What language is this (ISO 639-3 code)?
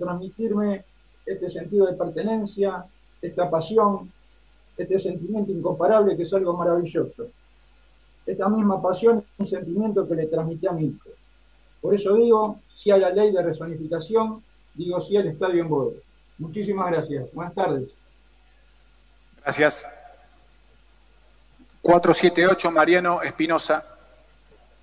spa